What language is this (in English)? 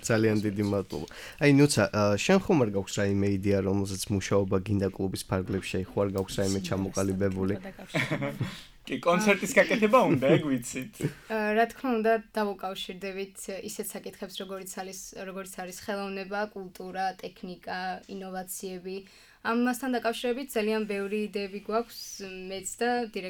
Georgian